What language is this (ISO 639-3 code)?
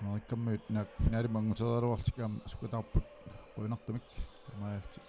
kal